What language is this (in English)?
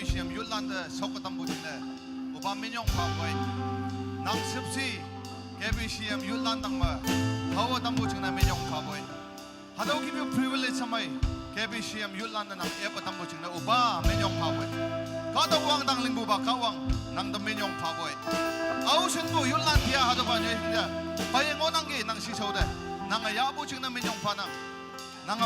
Naga Pidgin